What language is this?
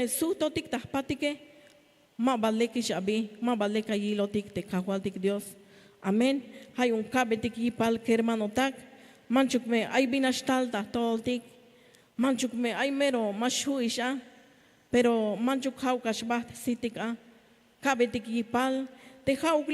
Tzeltal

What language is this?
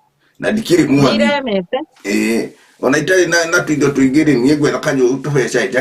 Kikuyu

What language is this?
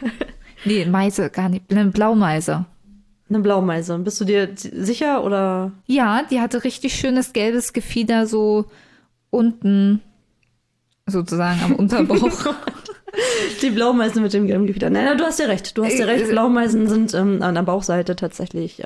German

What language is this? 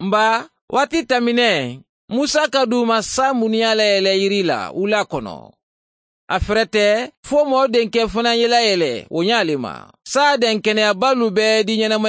Bambara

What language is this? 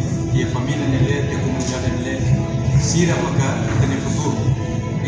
Tetum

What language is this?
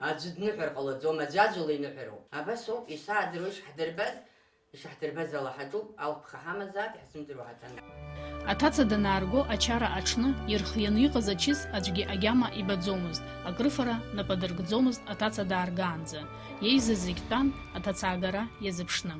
Abkhazian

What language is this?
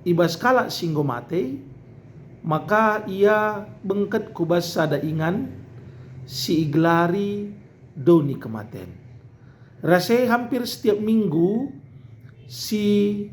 Batak Karo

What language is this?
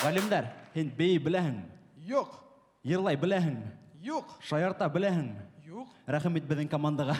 Bashkir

